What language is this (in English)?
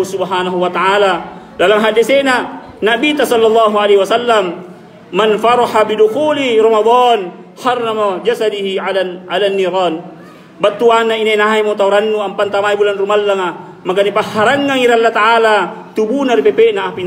Makasar